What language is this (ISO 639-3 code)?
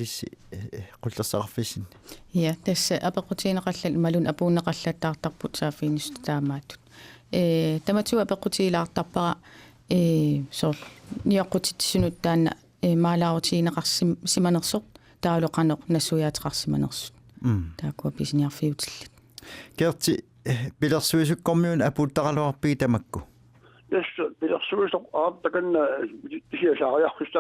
kal